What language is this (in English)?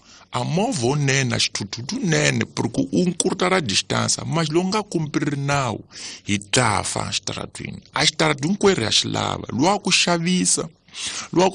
Tsonga